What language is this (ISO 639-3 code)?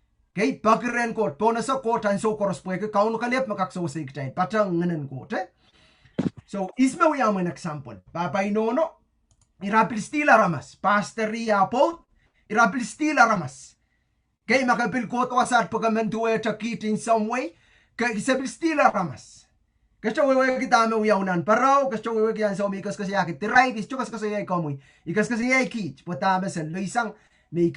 pon